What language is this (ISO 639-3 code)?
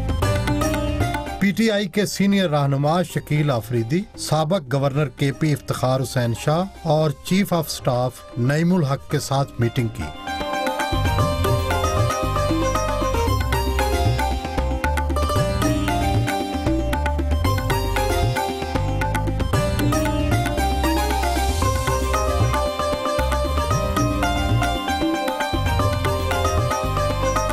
urd